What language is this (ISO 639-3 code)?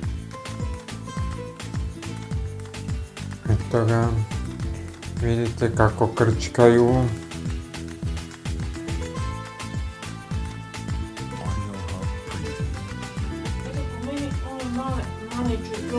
hrv